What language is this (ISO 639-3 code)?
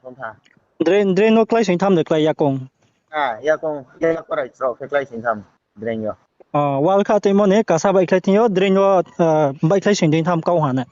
ria